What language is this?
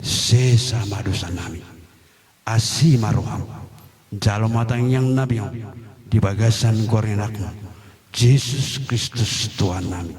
Batak Toba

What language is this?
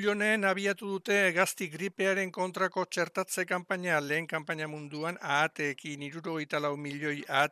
Basque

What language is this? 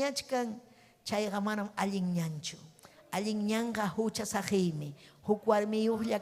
Ayacucho Quechua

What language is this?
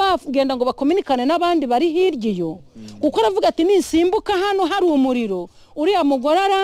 Kinyarwanda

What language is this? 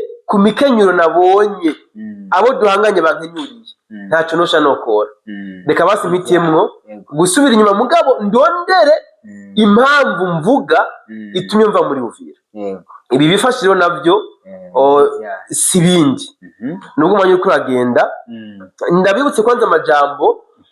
Rundi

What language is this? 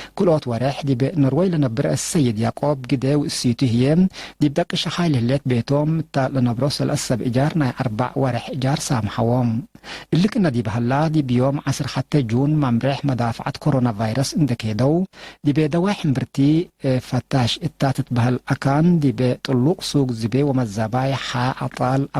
Tigre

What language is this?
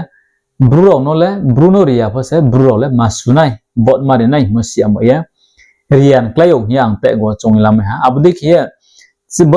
Riang (India)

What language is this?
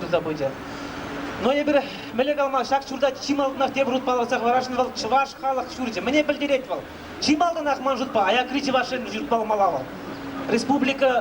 Chuvash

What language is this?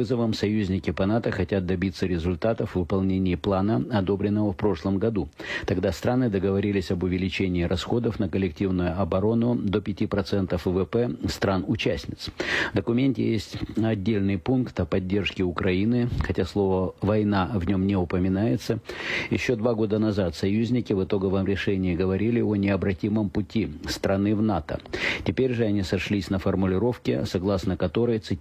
Russian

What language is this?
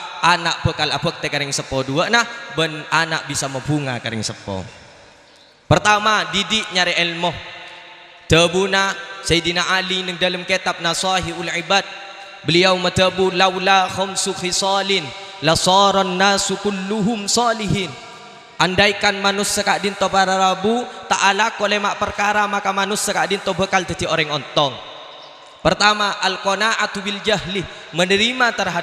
Madurese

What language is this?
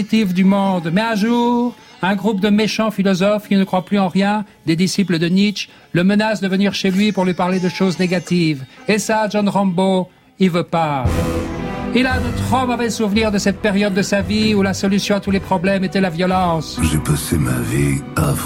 French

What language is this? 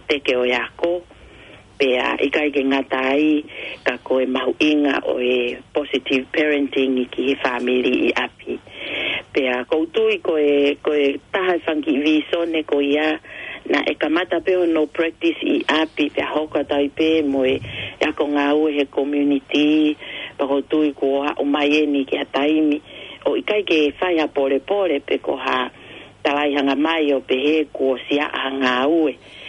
Tongan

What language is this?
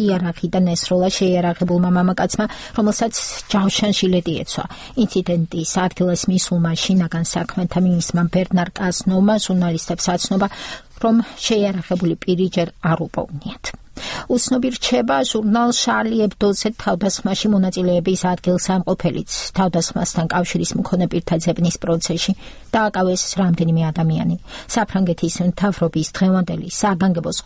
Georgian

